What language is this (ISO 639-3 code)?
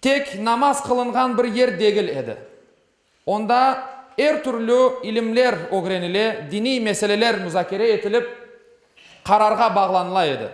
crh